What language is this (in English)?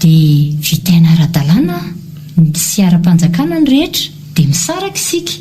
Malagasy